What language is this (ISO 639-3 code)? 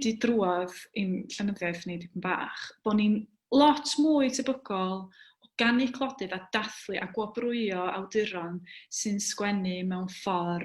cym